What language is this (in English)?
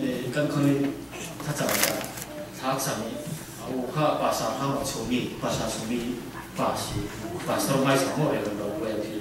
Falam Chin